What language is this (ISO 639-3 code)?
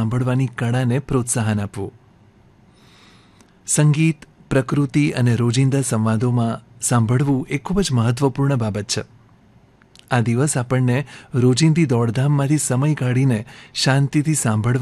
guj